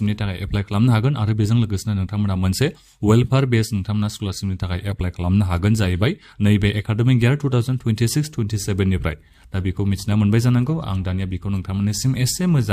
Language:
Bodo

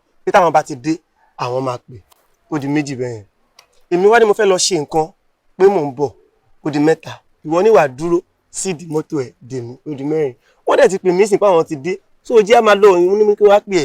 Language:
Yoruba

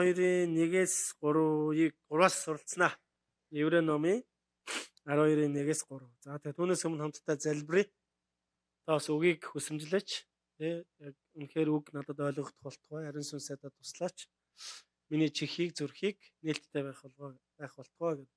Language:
Mongolian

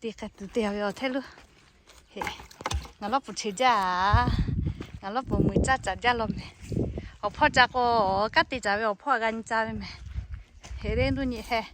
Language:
Lahu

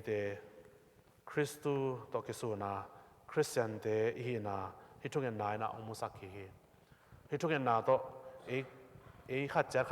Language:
Tedim Chin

